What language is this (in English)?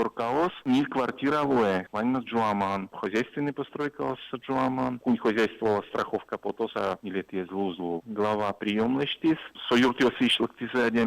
Udmurt